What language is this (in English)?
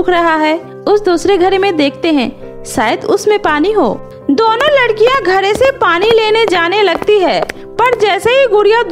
Hindi